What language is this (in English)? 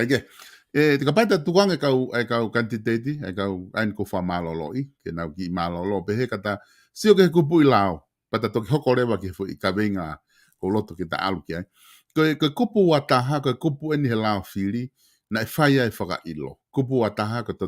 Tongan